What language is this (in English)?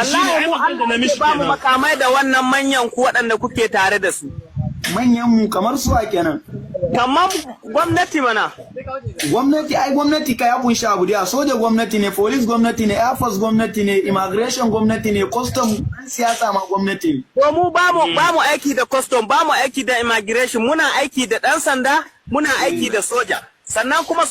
Hausa